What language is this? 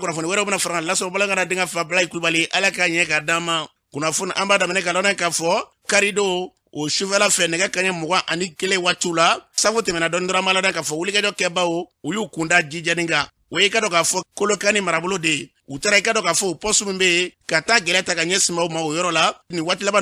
Bambara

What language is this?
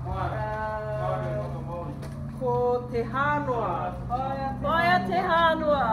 Māori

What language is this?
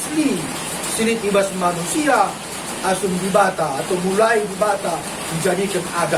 Batak Karo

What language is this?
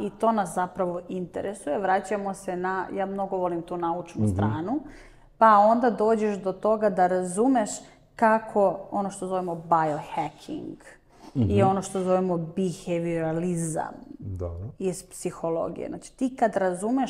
Serbian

